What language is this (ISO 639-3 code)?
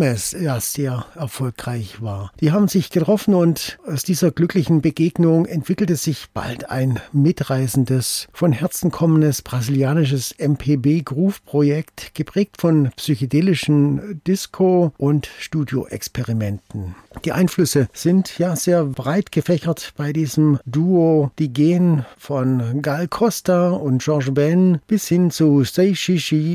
deu